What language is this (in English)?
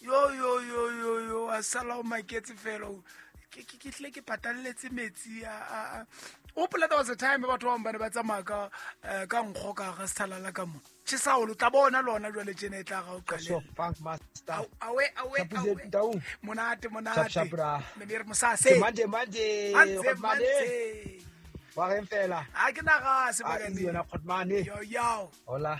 Southern Sotho